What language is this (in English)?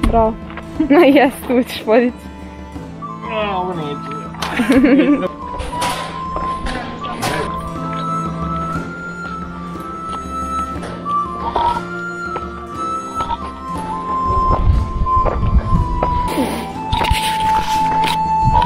Croatian